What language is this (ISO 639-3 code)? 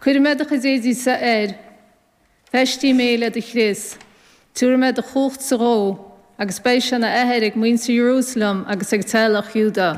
gle